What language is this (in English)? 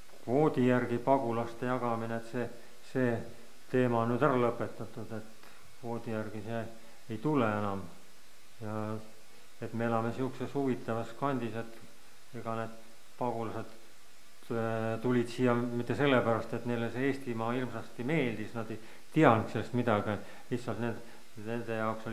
Estonian